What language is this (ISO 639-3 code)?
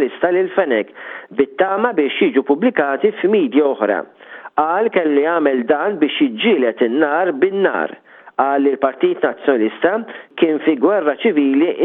mlt